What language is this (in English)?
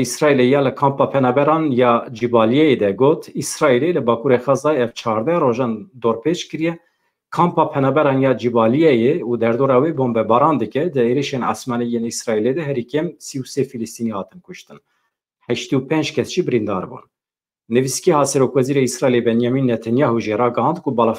Kurdish